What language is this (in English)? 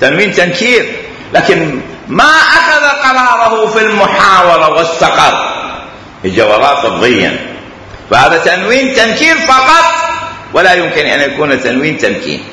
Mesopotamian Arabic